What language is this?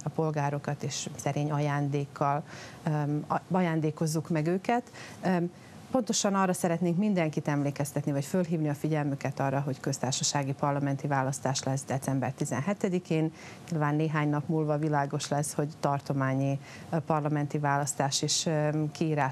Hungarian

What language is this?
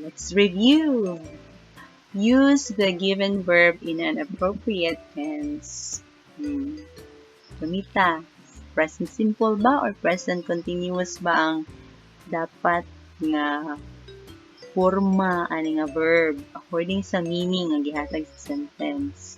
Cebuano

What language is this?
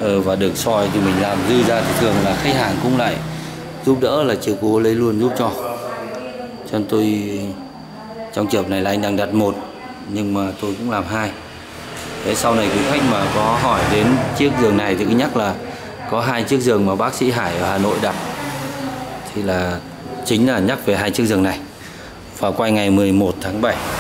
Vietnamese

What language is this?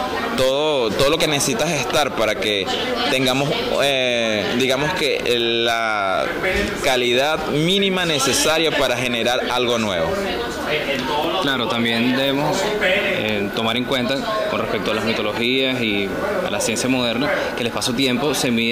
Spanish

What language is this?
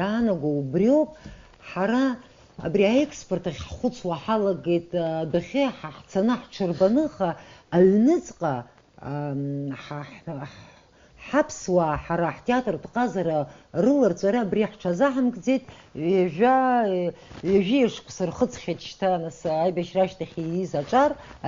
Abkhazian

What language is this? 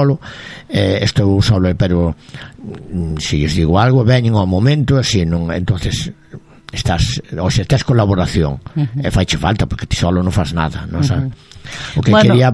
Galician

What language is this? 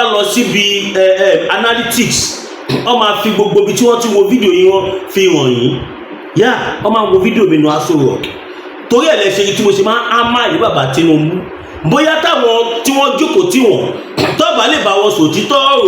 Yoruba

